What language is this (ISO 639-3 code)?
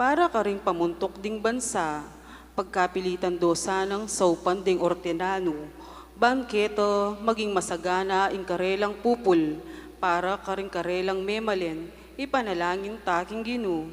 pam